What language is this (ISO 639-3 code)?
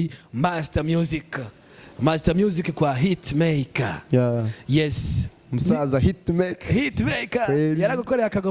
run